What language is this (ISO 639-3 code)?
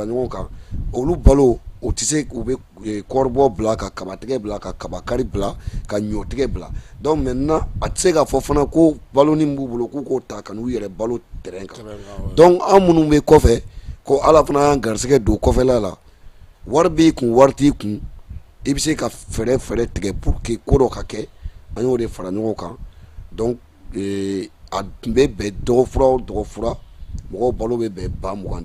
bam